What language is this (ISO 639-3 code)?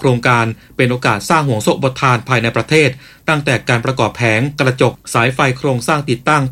tha